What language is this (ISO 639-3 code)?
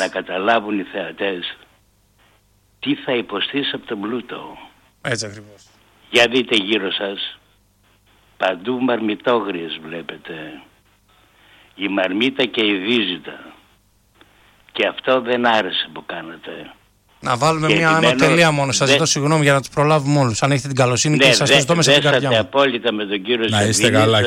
ell